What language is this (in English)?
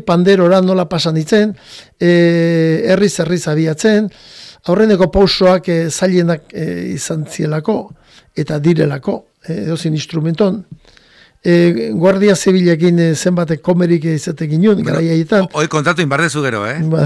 Basque